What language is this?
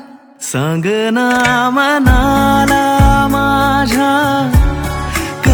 Marathi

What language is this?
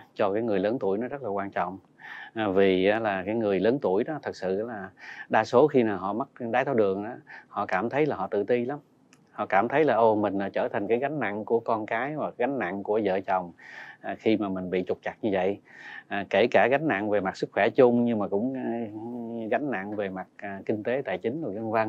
Vietnamese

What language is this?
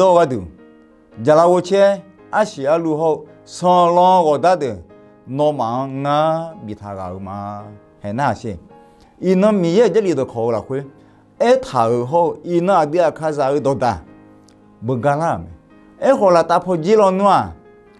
Akha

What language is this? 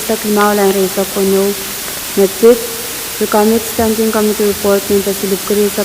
Pohnpeian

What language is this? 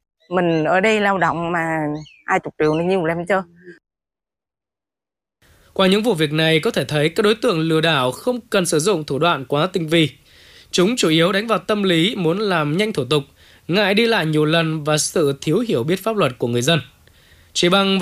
Vietnamese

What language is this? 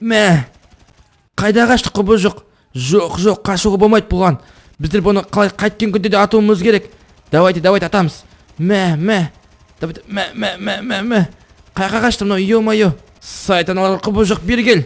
Kazakh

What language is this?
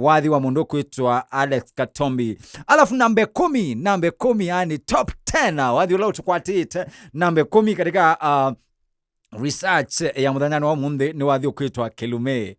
Kamba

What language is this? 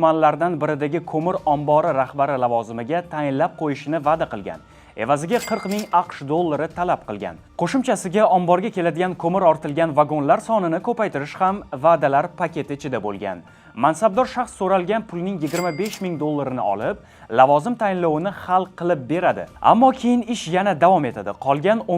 Uzbek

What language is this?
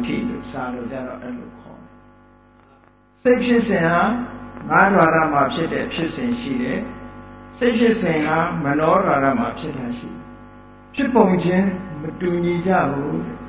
Burmese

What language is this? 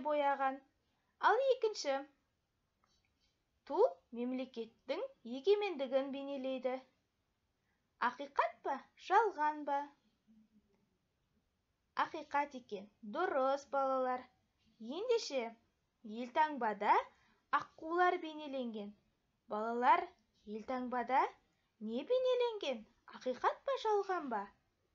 Kazakh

